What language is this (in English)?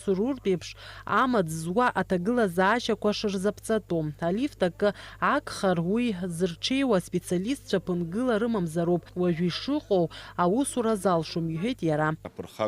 Abkhazian